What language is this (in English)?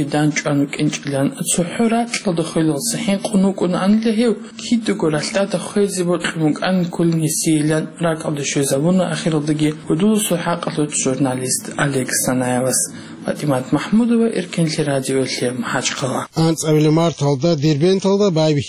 Avaric